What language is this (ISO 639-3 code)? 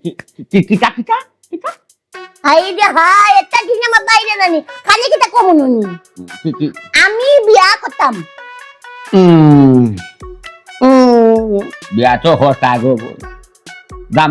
syl